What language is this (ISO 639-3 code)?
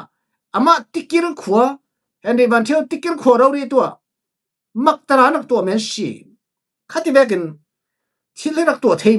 cfm